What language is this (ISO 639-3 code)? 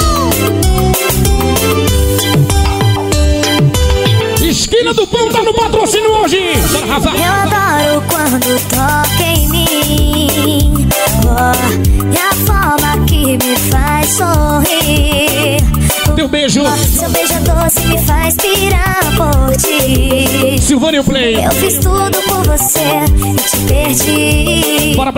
por